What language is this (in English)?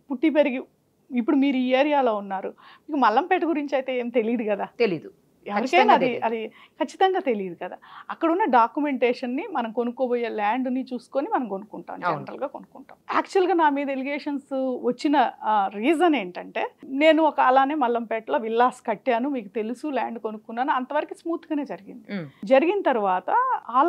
Telugu